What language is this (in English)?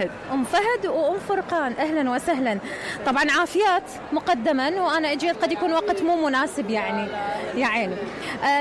Mesopotamian Arabic